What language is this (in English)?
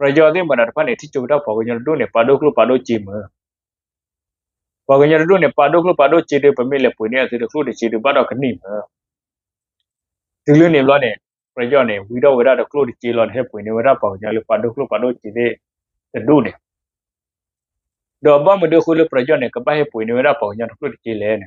S'gaw Karen